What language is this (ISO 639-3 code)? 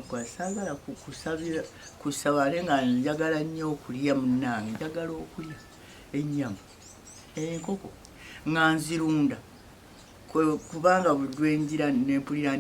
lug